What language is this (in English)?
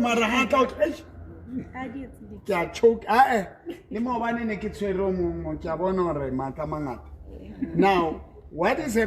Southern Sotho